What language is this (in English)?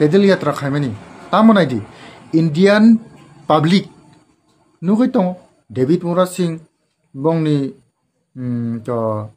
Kok Borok